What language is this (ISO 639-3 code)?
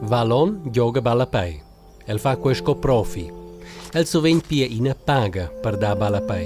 roh